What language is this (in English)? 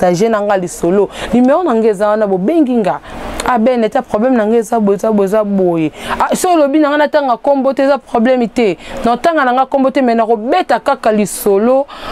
Lingala